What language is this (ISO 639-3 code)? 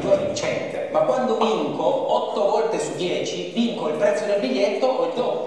ita